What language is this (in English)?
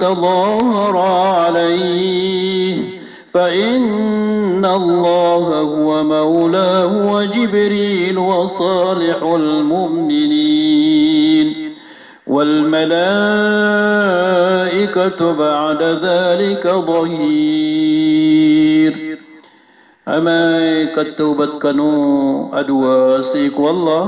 Maranao